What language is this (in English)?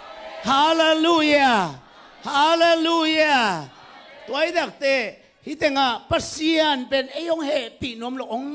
Tedim Chin